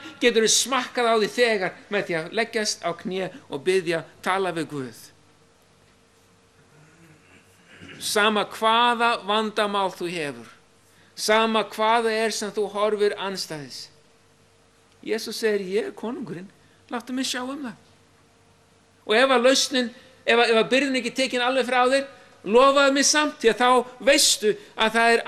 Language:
Icelandic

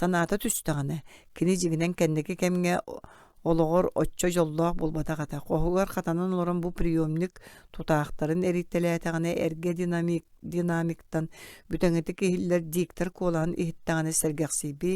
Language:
Yakut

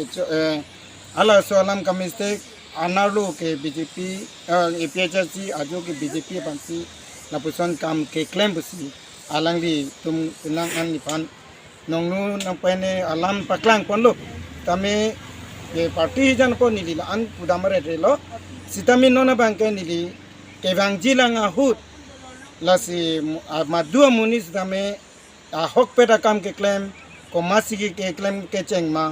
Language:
Karbi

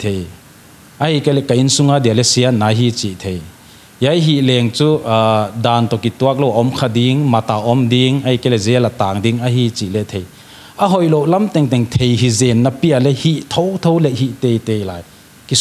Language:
Paite Chin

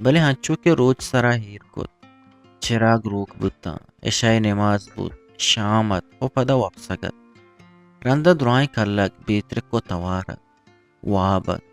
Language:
Eastern Balochi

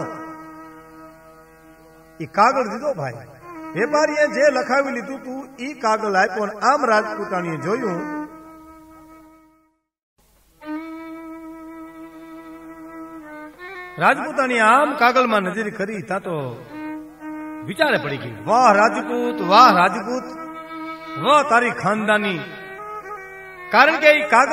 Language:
Gujarati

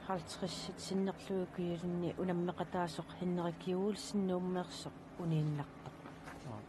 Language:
Kalaallisut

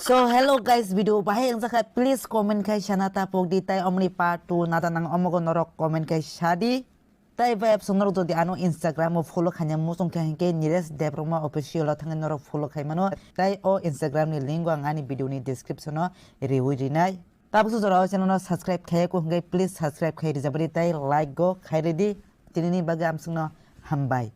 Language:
Kok Borok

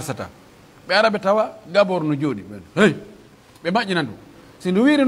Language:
Pular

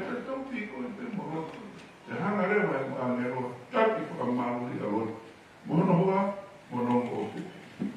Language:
Tongan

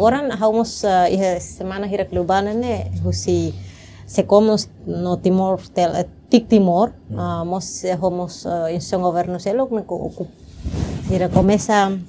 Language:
Tetum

